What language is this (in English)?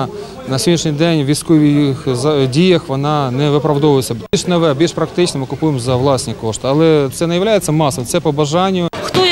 Ukrainian